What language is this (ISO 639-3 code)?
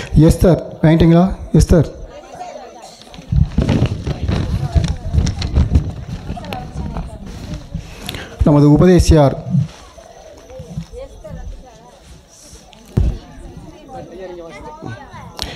tam